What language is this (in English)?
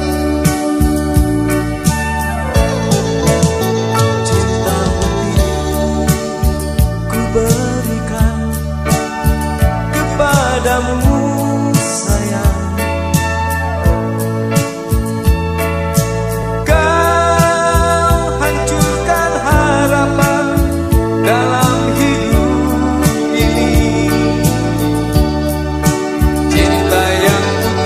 Indonesian